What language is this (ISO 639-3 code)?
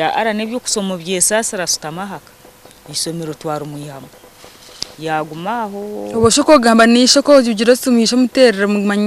nyn